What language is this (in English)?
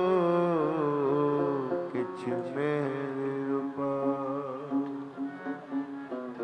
Punjabi